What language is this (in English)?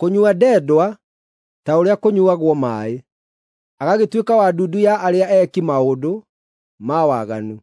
Kikuyu